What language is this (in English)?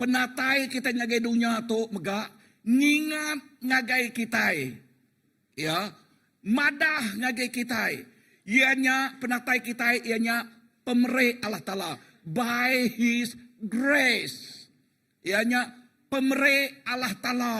Iban